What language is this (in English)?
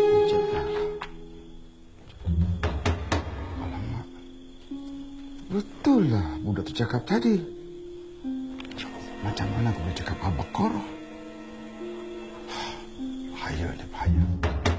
Malay